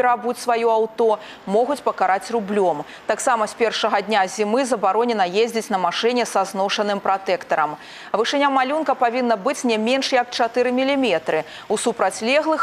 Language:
Belarusian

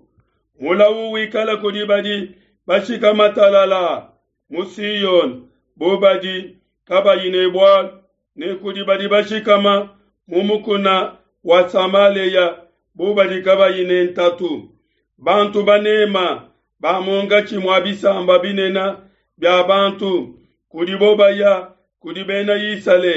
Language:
Luba-Lulua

